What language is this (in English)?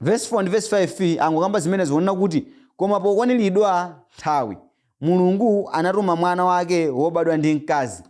Nyanja